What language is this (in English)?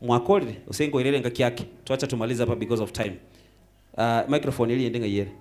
Gusii